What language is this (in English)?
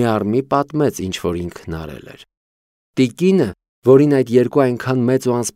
Armenian